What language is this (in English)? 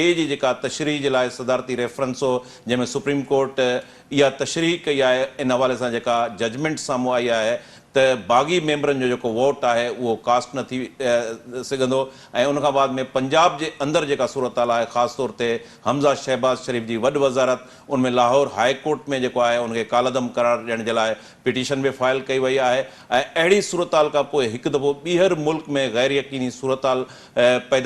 Sindhi